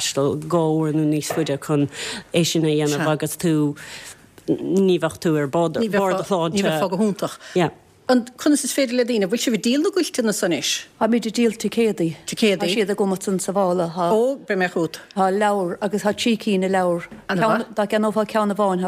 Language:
Irish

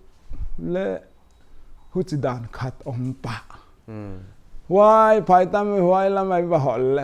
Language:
Paite Chin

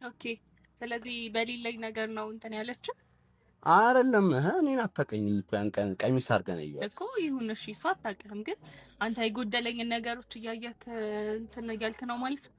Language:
Amharic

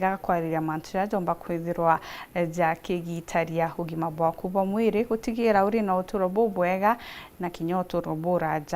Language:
Meru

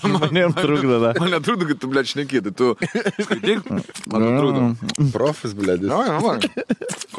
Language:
Lithuanian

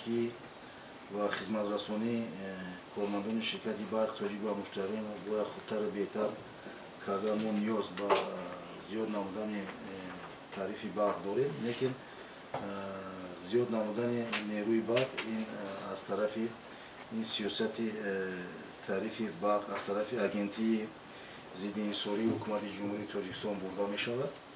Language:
Tajik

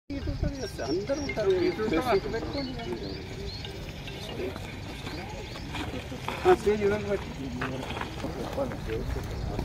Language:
Telugu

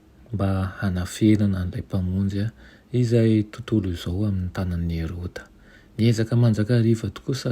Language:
Malagasy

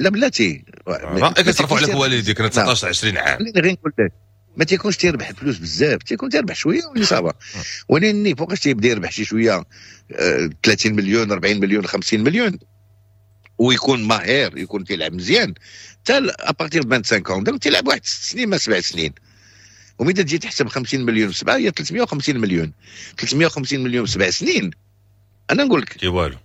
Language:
Moroccan Arabic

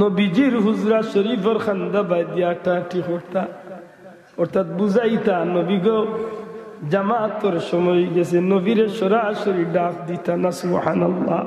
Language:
Sylheti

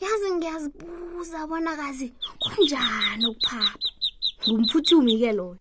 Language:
South Ndebele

